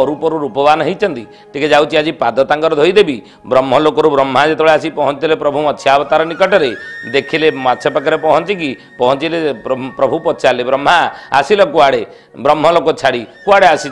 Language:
Odia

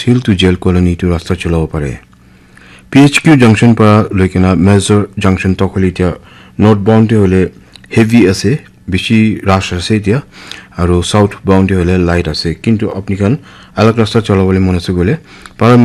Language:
Naga Pidgin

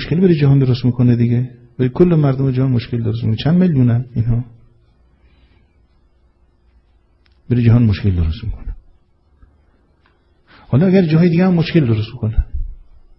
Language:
Persian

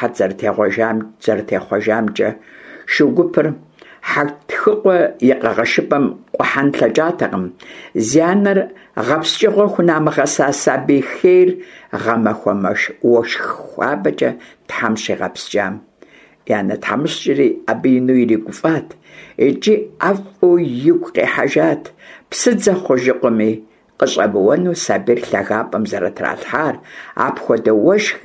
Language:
Kabardian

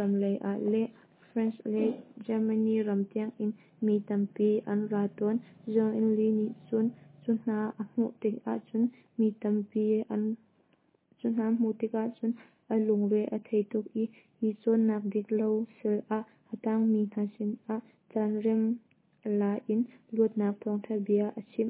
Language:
Hakha Chin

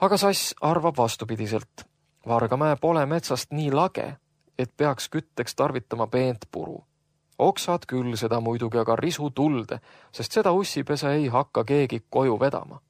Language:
Estonian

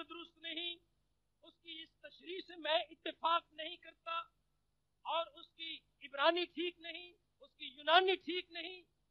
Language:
Urdu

